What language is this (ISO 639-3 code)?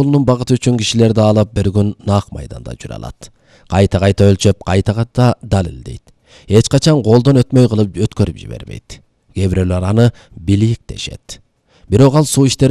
kir